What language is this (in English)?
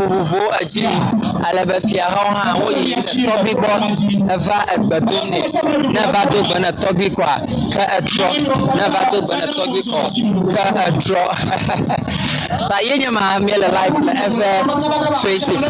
Ewe